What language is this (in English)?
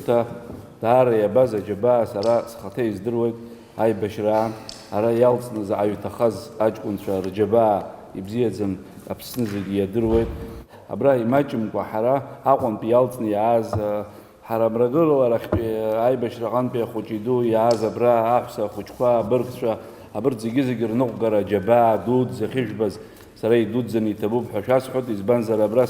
Abkhazian